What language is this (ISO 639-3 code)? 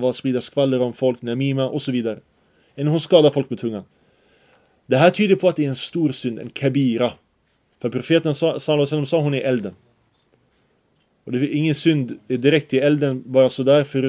swe